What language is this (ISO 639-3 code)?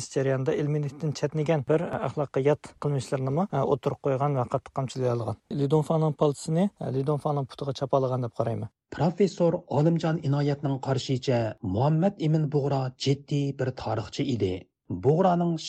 uig